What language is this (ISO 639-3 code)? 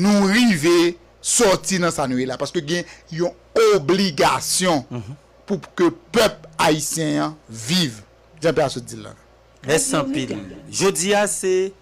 hat